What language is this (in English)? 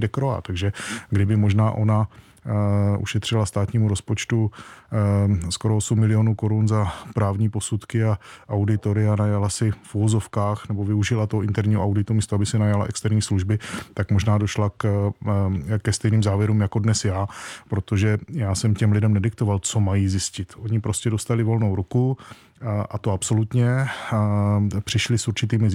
Czech